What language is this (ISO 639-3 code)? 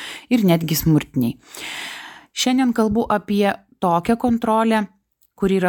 lit